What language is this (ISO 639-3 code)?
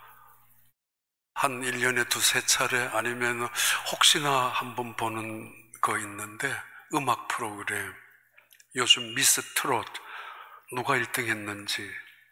kor